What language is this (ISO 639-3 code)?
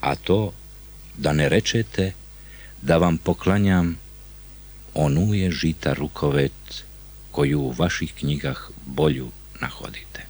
bos